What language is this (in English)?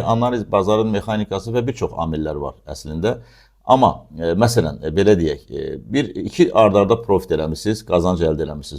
Azerbaijani